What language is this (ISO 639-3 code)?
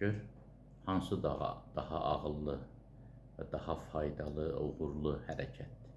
aze